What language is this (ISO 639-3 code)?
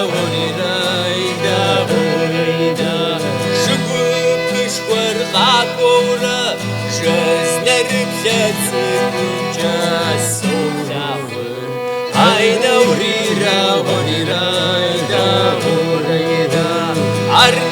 kbd